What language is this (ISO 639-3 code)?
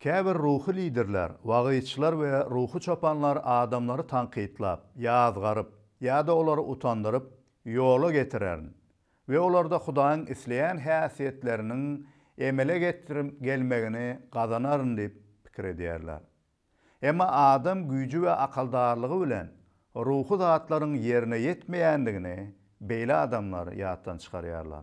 tuk